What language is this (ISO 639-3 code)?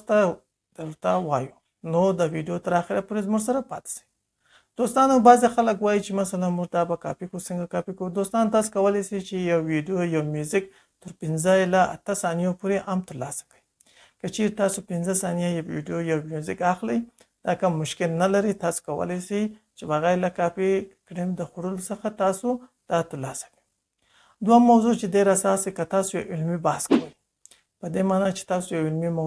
pus